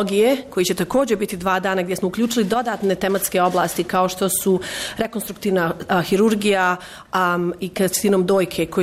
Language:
Bosnian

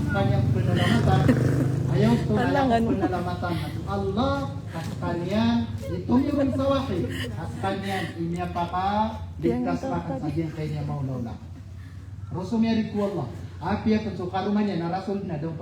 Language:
Maranao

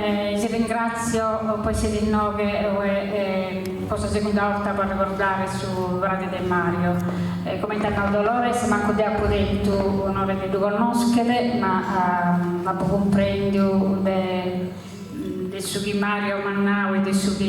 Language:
Sardinian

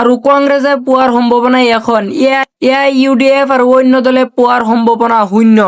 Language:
Assamese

